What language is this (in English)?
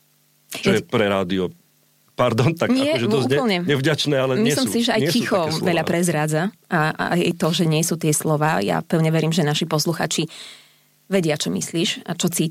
Slovak